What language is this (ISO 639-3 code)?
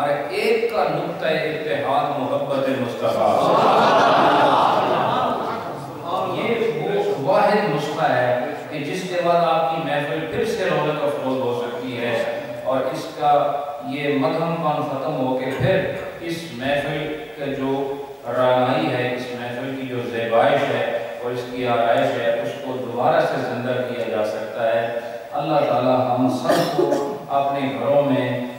urd